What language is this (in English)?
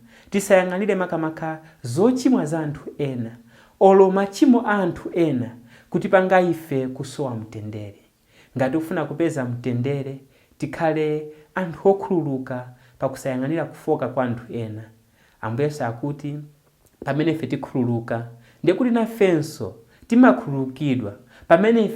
Nyanja